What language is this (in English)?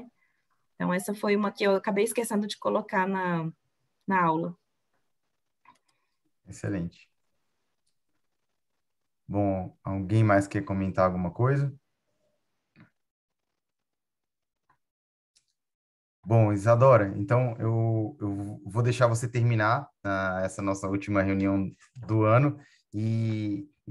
Portuguese